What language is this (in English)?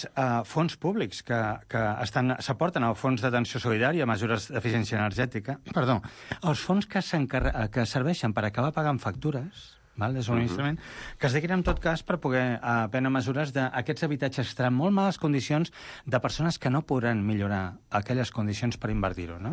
Catalan